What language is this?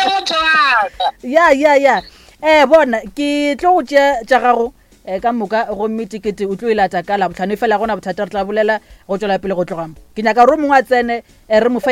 Northern Sotho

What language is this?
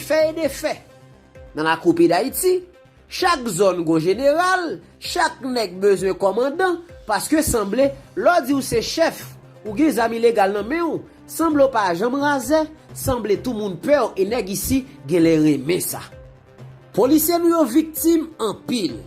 Haitian Creole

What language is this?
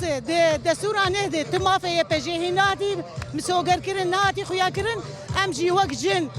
Kurdish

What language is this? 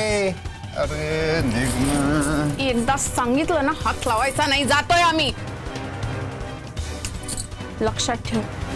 Marathi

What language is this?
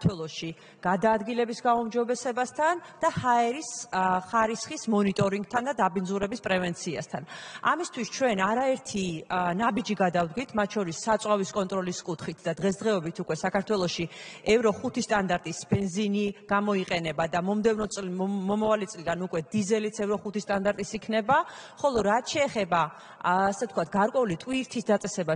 Georgian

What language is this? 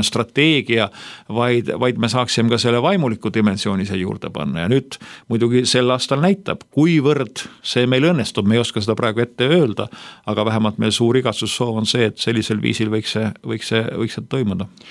Estonian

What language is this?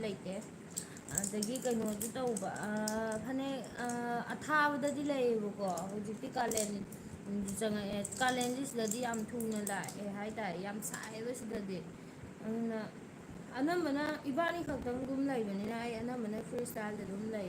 Manipuri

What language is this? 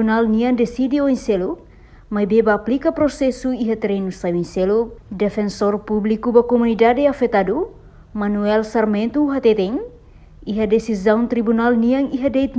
Tetum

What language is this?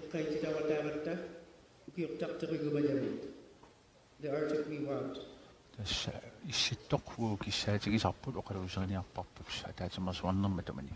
Kalaallisut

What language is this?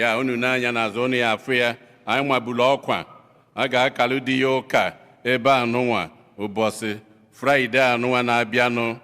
Igbo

